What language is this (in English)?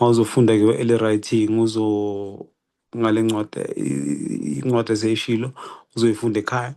Zulu